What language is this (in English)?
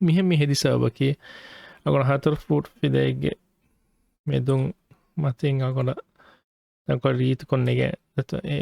Divehi